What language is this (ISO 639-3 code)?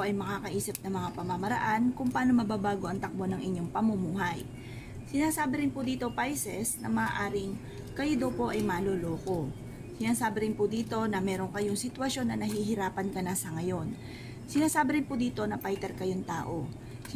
fil